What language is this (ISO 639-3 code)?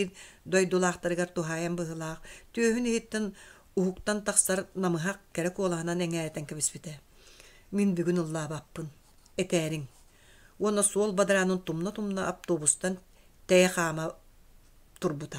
sah